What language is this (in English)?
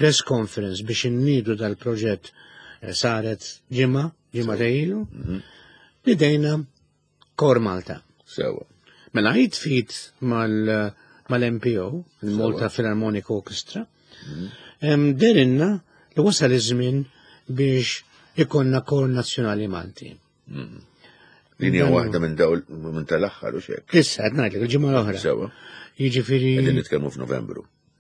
Maltese